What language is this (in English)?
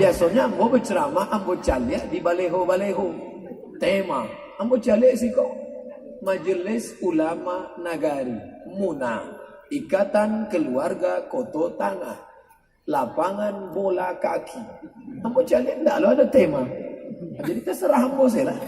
Minangkabau